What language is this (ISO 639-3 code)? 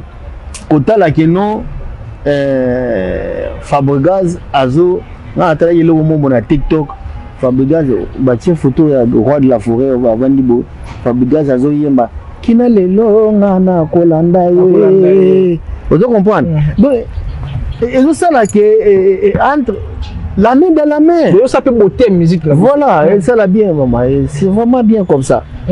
lin